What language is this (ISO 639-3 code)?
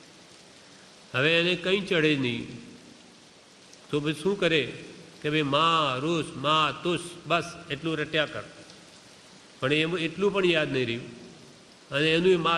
guj